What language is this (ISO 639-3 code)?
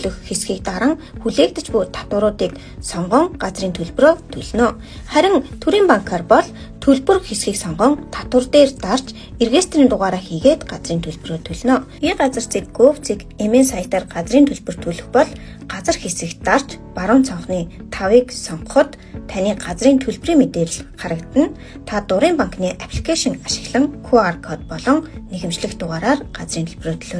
mon